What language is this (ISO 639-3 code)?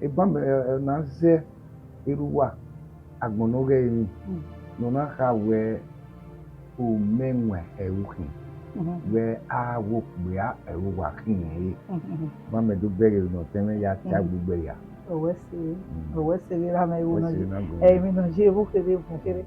bin